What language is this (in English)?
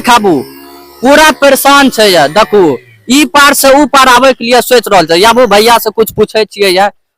Maithili